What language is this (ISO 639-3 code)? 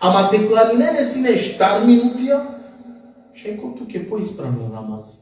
rmn